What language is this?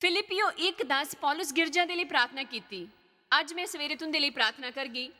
Dogri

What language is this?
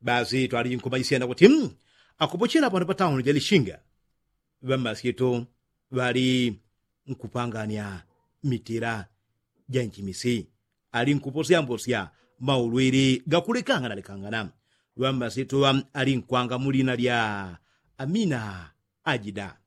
Yao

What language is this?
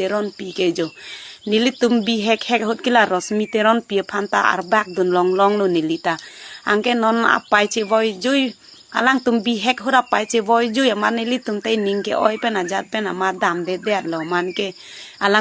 Karbi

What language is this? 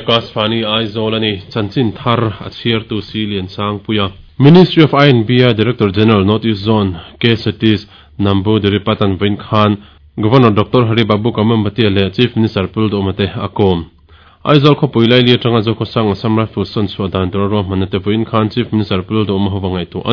Mizo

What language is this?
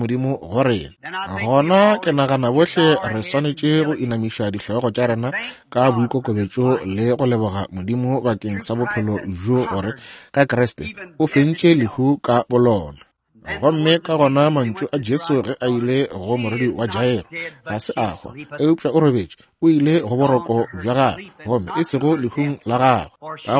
Northern Sotho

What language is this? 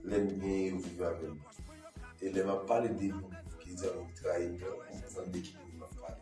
Haitian Creole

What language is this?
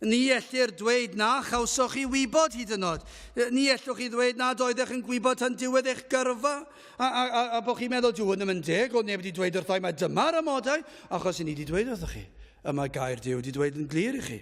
Welsh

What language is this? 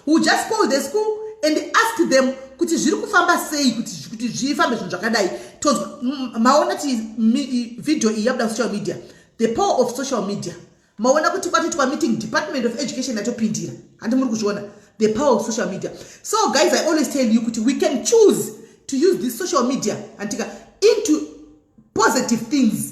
Shona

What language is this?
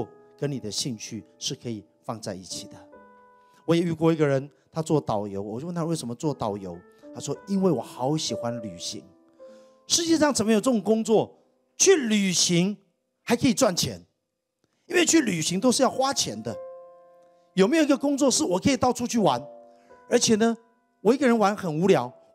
Chinese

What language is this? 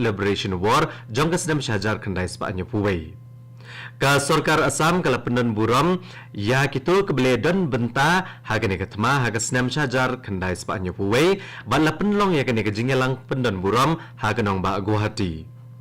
Khasi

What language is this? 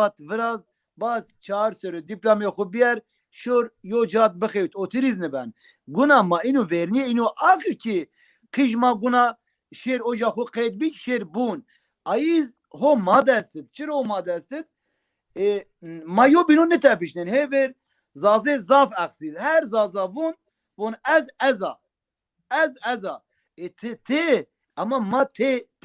Zaza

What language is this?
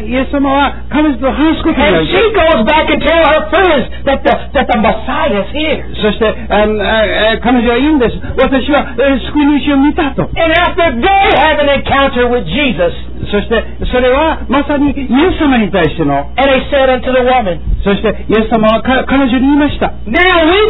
Japanese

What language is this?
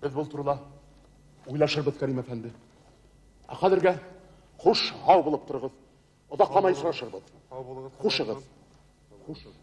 Bashkir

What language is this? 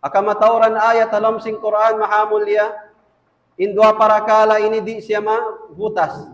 Tausug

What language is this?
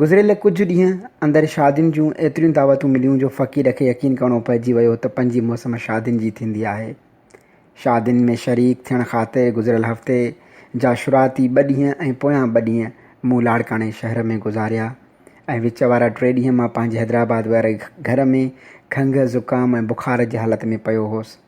Sindhi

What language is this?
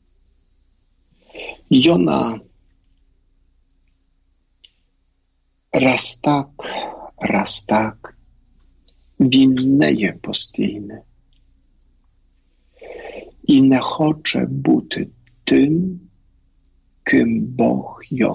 Ukrainian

